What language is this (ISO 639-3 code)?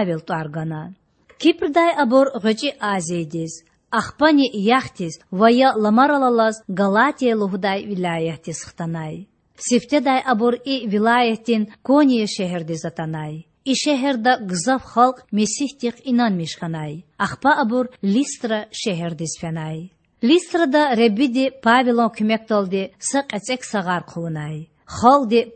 lez